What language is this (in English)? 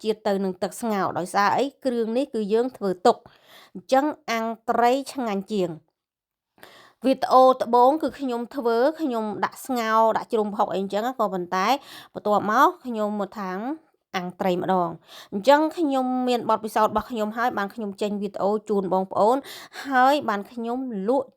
Khmer